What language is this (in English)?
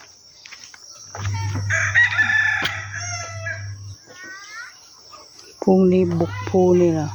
Northeastern Thai